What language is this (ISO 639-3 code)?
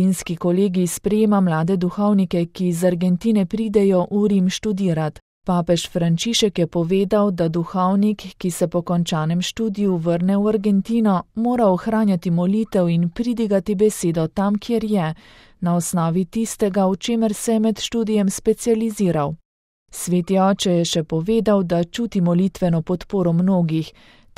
slv